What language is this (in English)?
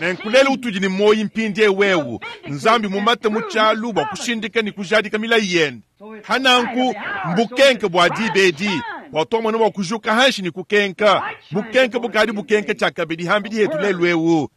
Luba-Lulua